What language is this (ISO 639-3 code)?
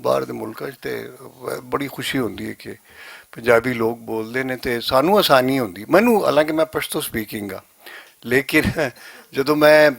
lah